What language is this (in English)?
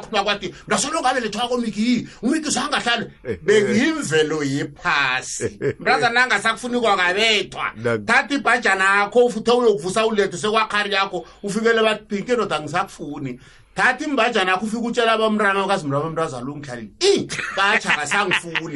South Ndebele